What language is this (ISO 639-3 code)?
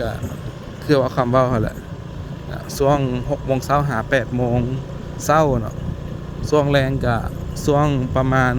lao